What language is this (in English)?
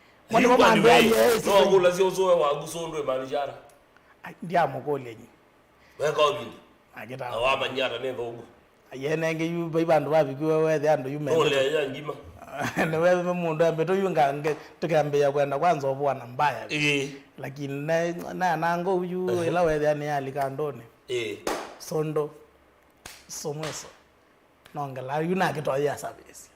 Kamba